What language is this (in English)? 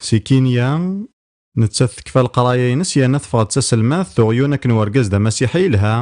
Kabyle